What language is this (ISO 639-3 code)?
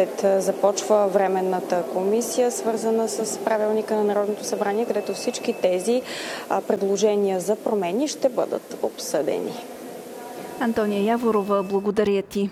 bul